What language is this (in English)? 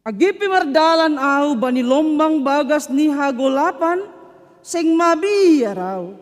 Batak Simalungun